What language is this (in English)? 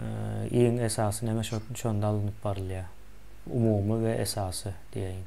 Turkmen